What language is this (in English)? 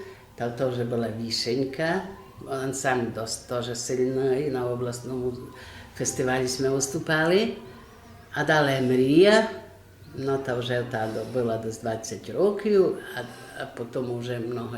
Rusyn